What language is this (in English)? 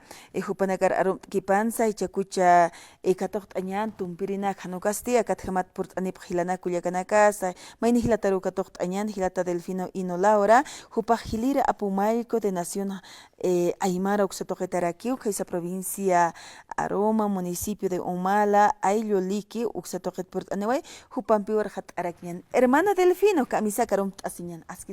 Aymara